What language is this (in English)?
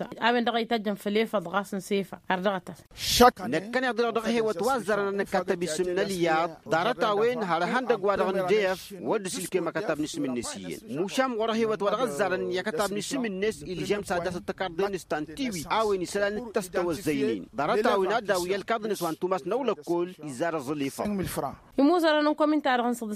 Tamasheq